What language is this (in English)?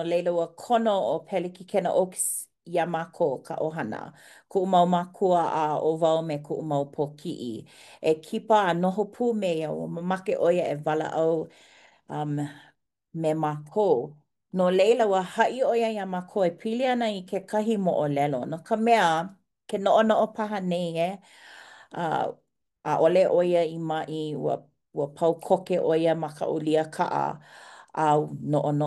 Hawaiian